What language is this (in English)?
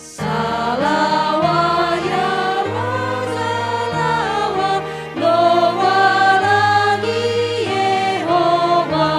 Nias